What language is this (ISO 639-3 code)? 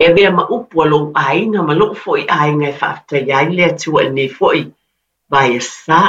smo